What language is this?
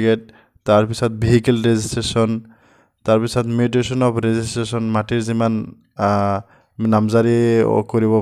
Assamese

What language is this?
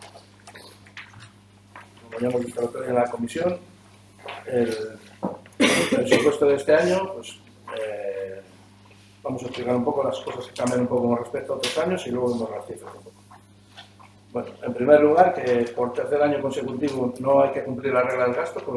Spanish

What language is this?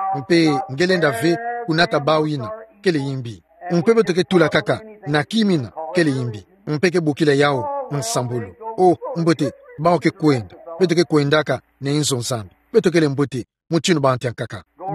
Kituba (Democratic Republic of Congo)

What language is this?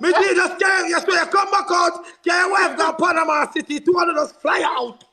Jamaican Creole English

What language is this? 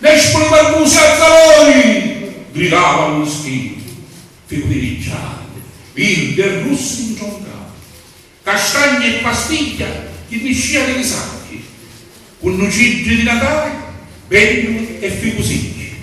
Sicilian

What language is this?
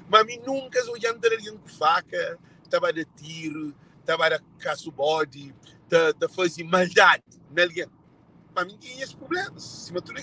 Kabuverdianu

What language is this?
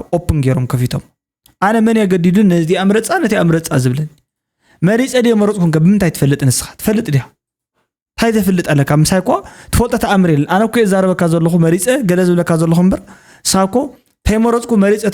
Tigrinya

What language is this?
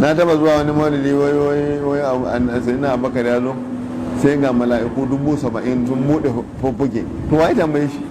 Hausa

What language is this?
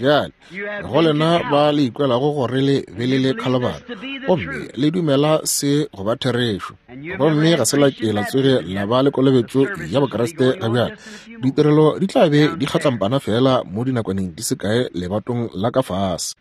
Northern Sotho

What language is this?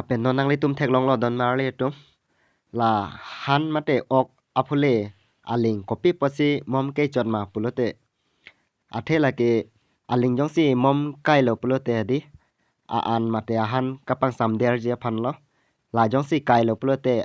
Karbi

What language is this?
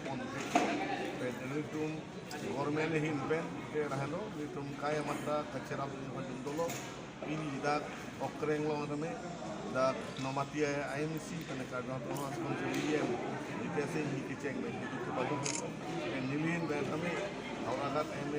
Karbi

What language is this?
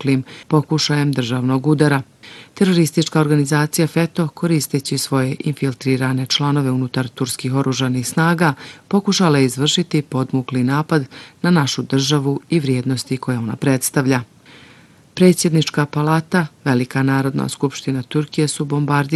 Bosnian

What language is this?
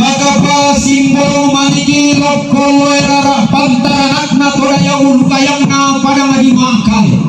Toraja-Sa'dan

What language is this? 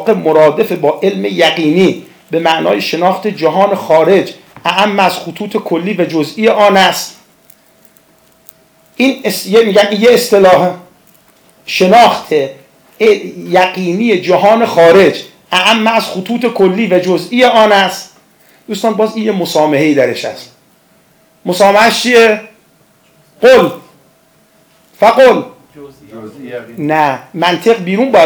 Persian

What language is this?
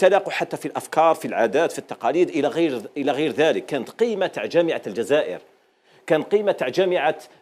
Algerian Arabic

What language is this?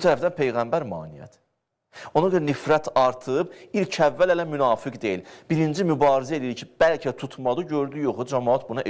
Azerbaijani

